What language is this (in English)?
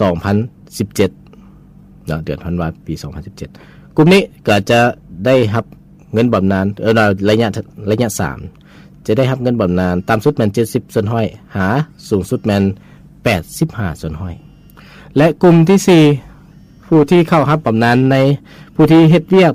Lao